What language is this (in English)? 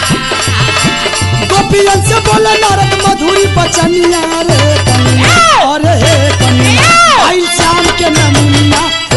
Bhojpuri